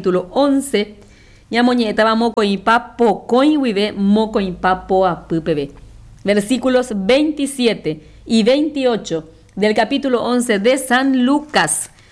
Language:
Guarani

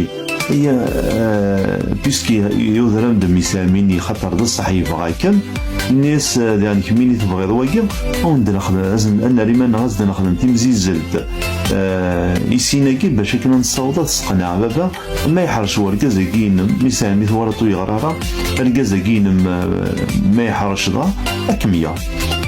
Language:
Kabyle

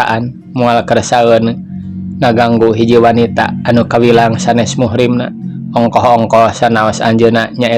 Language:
Sundanese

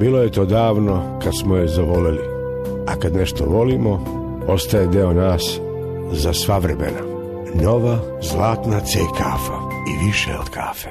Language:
Serbian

